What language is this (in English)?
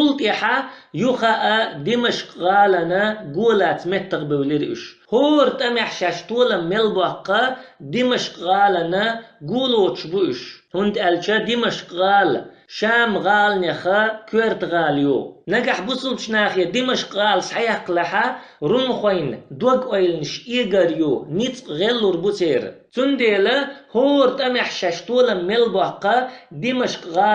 Chechen